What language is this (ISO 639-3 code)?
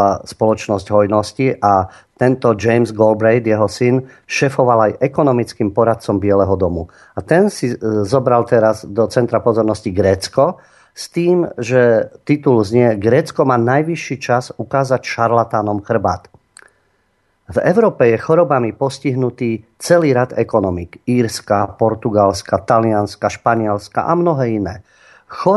slk